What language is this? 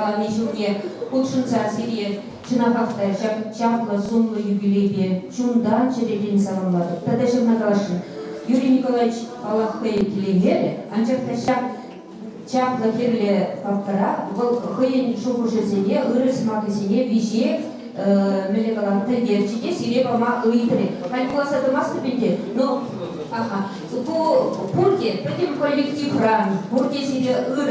Chuvash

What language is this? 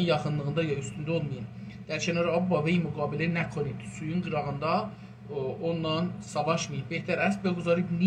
South Azerbaijani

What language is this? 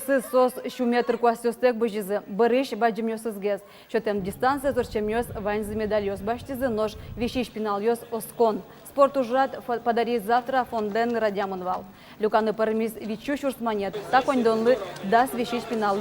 Udmurt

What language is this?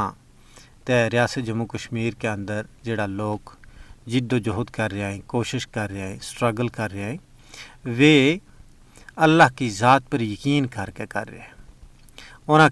Gujari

